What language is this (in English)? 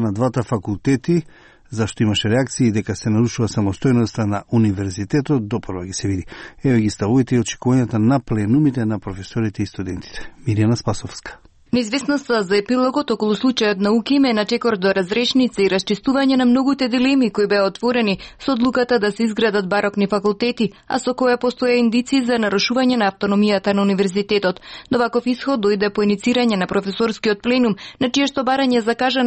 Macedonian